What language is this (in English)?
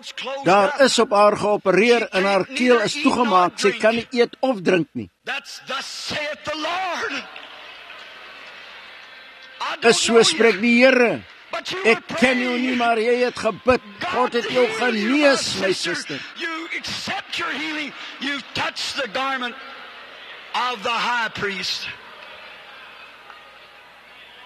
Afrikaans